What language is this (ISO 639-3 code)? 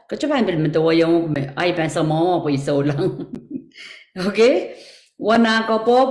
pon